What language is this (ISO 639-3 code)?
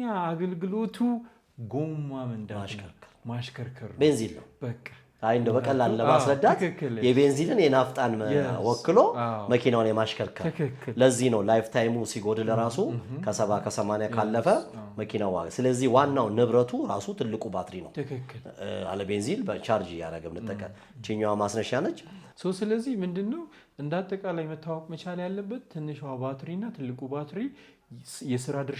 amh